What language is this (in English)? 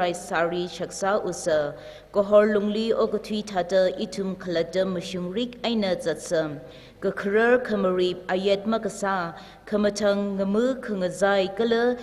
Tangkhul Naga (India)